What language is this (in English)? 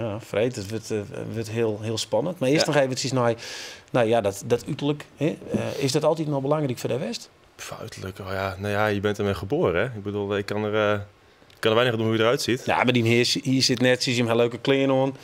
Western Frisian